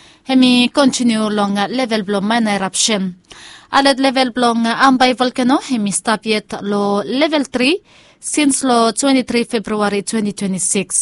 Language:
Bislama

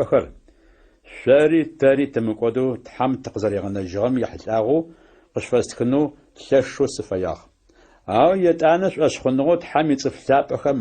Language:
Adyghe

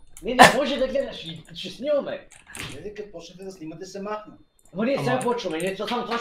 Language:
Bulgarian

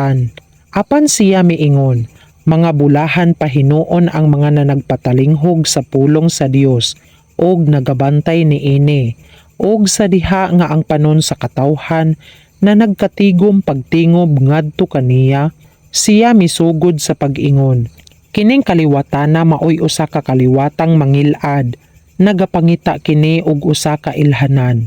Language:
Cebuano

